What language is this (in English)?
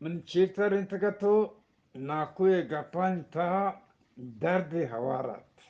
Eastern Balochi